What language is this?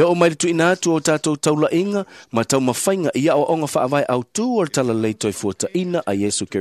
Samoan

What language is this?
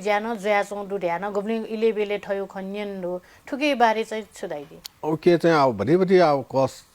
Newari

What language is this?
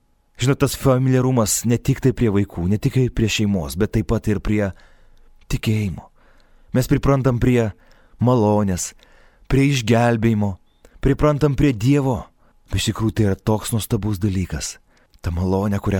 Lithuanian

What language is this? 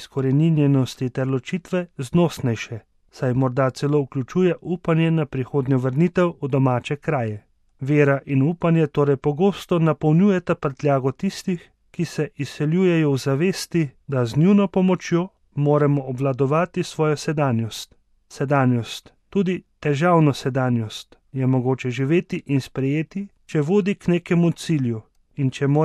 Slovenian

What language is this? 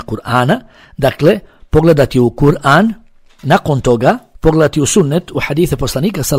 Bosnian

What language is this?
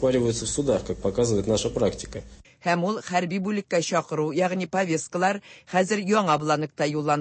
Tatar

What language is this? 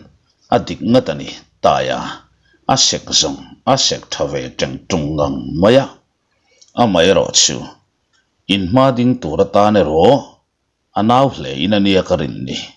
Mizo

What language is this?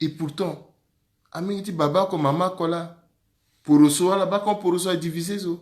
Sango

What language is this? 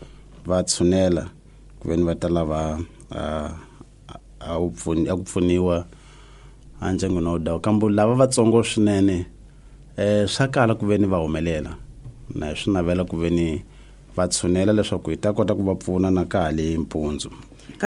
Tsonga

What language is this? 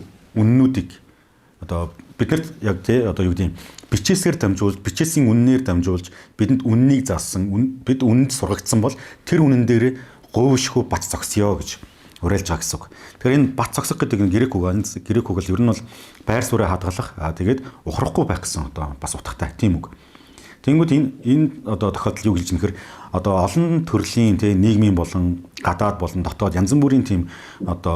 Mongolian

